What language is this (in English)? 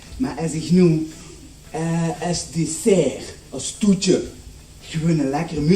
Limburgish